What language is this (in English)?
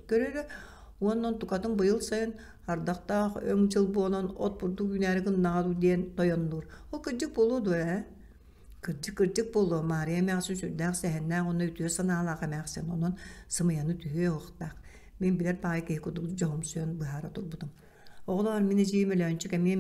Yakut